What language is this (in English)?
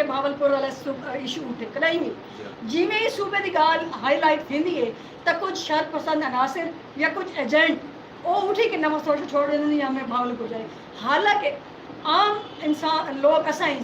Saraiki